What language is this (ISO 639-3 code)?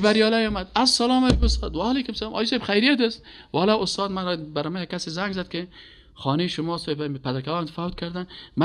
fas